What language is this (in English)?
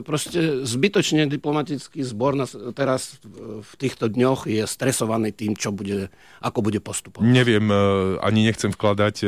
Slovak